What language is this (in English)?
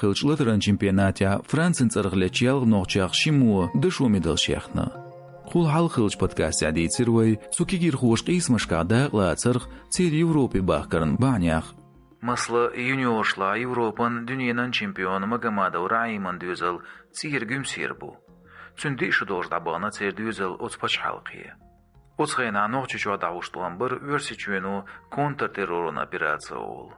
Chechen